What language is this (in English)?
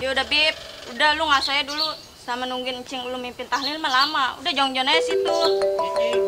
Betawi